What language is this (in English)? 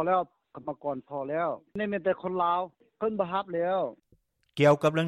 Lao